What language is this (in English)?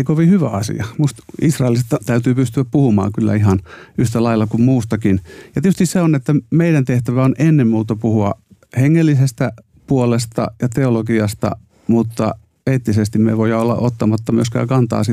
Finnish